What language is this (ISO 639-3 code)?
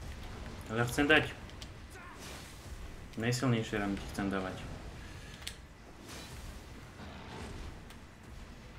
slk